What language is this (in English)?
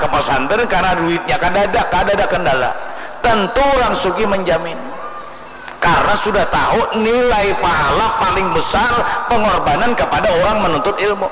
Banjar